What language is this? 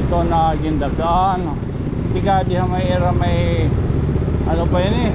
Waray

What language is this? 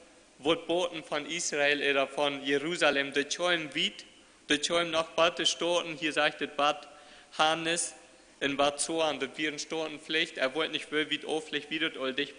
Plautdietsch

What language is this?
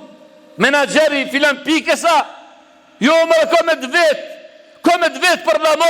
Albanian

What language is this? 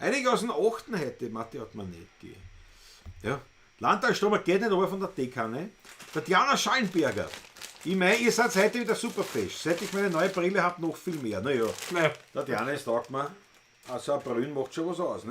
Bavarian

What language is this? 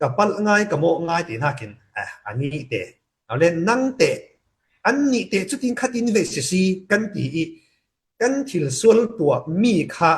Falam Chin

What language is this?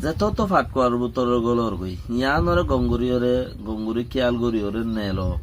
Rohingya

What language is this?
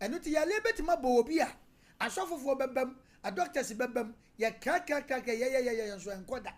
Akan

